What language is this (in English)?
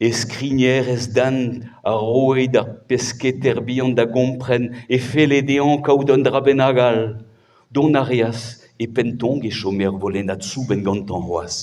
Breton